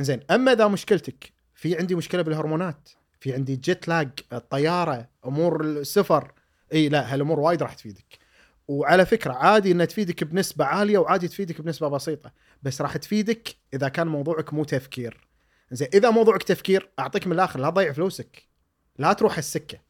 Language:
Gulf Arabic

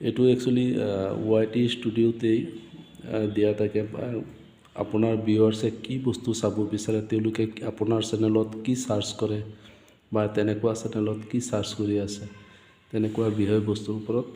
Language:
Assamese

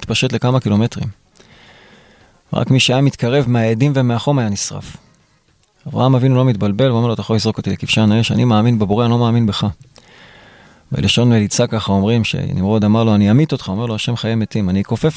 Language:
Hebrew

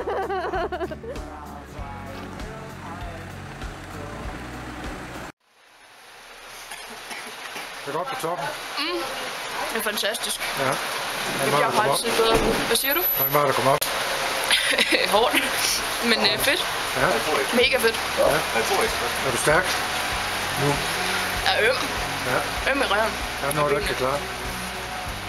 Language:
Danish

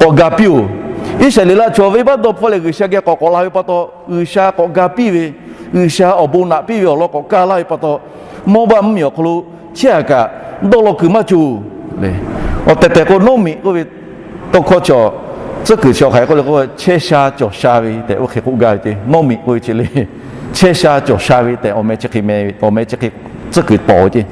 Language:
Lahu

